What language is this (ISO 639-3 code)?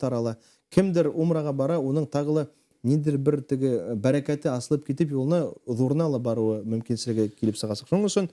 bak